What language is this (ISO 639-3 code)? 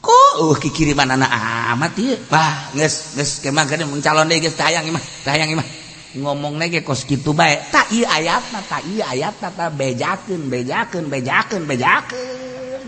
sun